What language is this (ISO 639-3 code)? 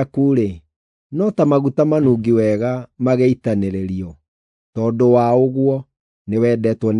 kik